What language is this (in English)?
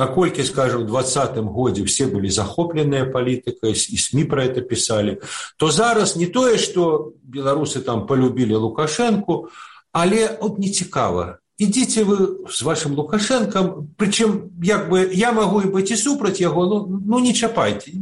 Belarusian